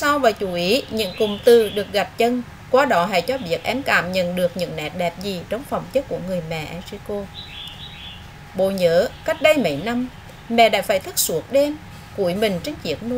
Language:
Vietnamese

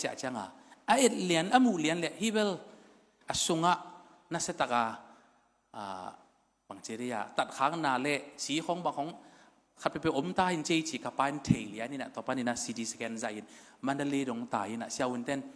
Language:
Tedim Chin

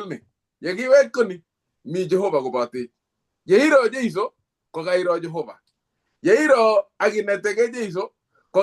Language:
Kalenjin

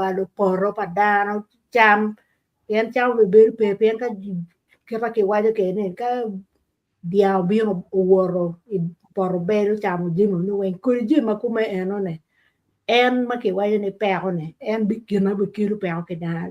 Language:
Acoli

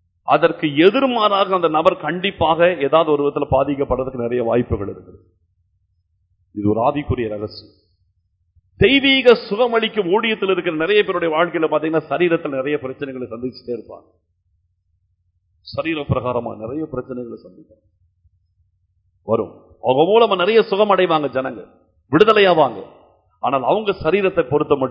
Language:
Tamil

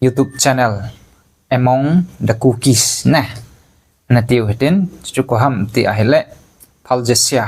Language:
Thado Chin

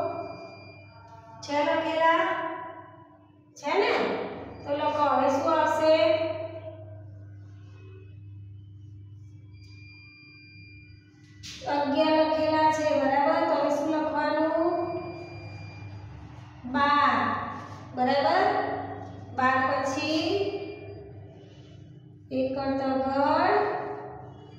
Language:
Gujarati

